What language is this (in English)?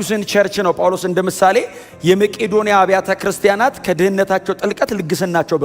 Amharic